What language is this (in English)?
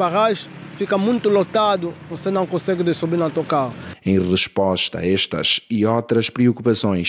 Portuguese